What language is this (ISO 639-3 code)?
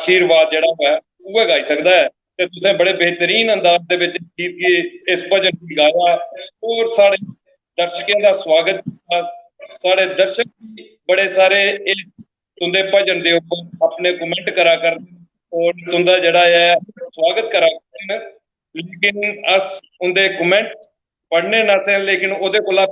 doi